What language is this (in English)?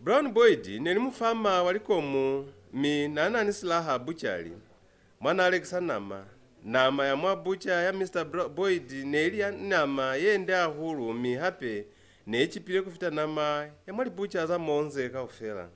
Lozi